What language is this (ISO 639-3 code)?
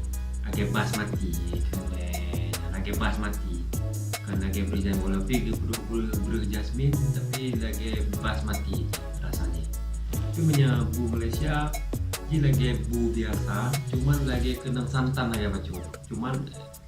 ace